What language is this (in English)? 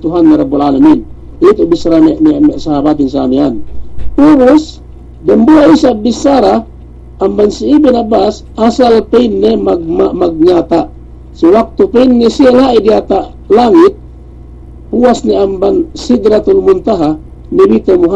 Yakan